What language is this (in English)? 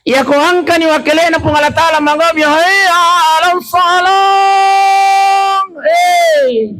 Buginese